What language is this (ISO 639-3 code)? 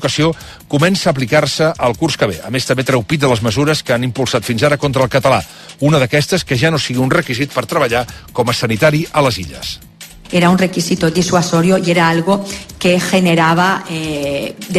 cat